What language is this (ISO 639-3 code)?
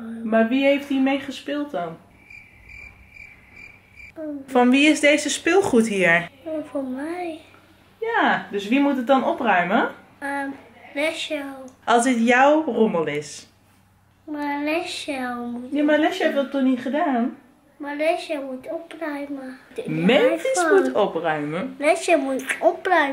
nld